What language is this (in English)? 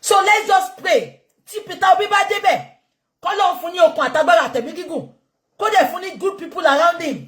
Yoruba